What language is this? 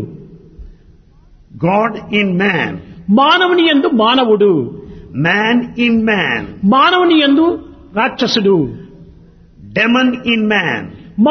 Telugu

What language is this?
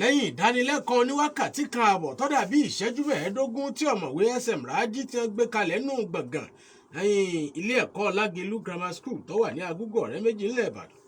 Yoruba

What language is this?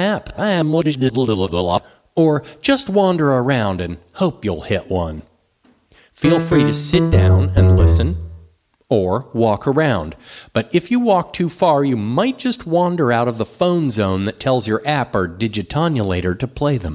English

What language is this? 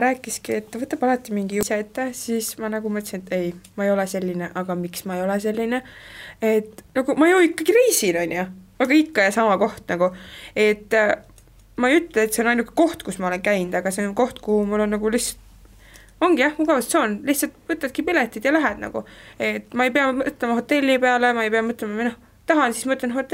Estonian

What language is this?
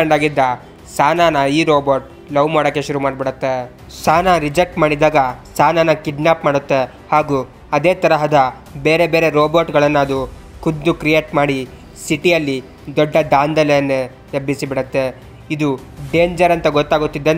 Kannada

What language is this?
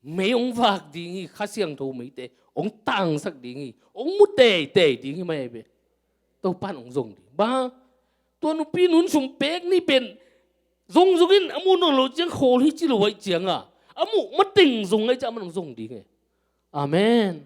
Tedim Chin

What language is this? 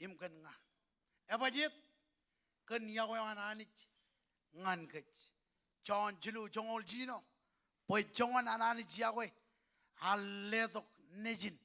Marshallese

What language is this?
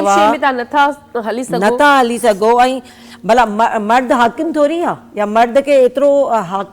Sindhi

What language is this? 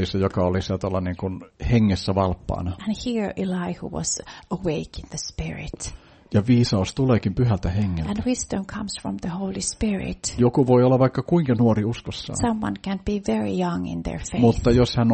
Finnish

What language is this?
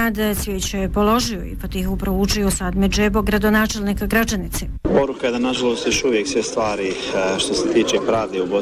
Bosnian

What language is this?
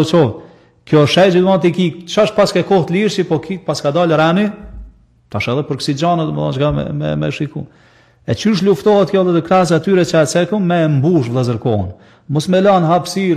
Albanian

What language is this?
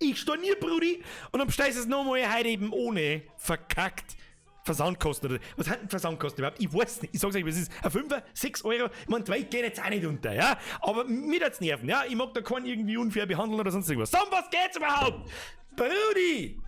Bavarian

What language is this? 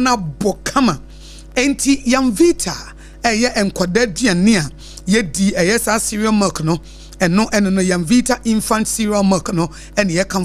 Akan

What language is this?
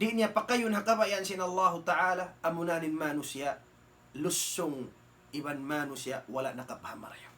Tausug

